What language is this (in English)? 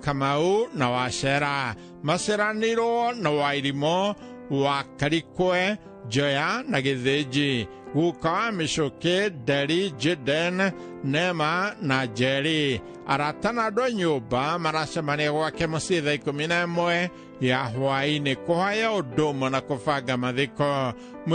Kikuyu